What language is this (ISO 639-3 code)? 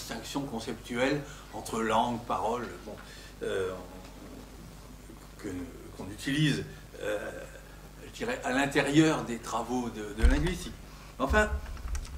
fra